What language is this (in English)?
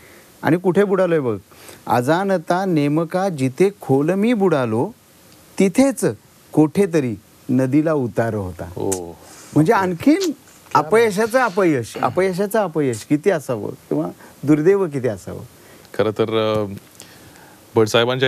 Marathi